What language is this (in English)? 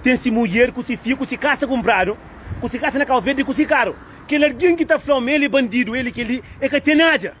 Kabuverdianu